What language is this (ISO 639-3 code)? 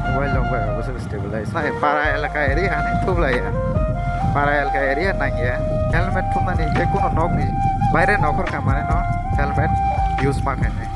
trp